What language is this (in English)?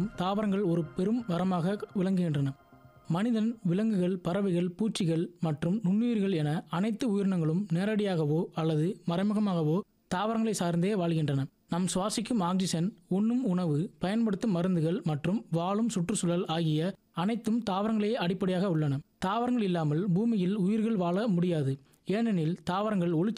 Tamil